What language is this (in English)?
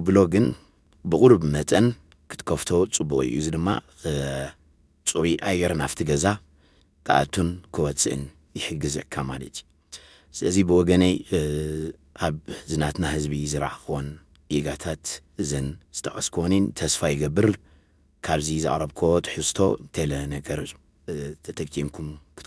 Tigrinya